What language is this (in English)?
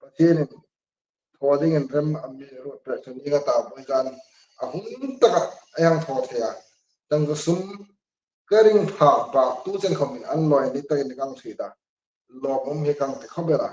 Hmar